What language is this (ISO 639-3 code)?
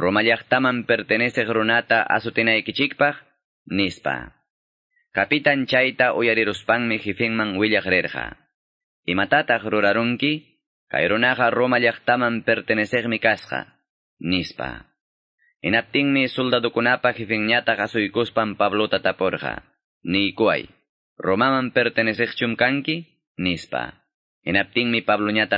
que